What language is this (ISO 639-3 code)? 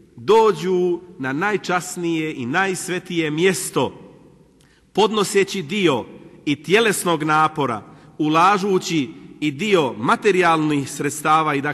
bos